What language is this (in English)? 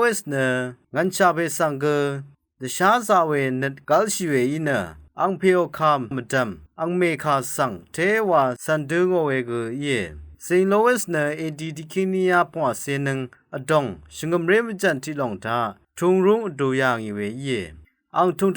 Rawang